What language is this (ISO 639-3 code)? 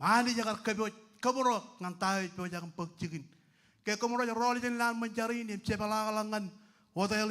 mah